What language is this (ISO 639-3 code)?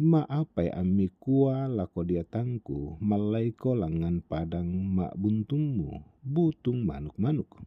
sda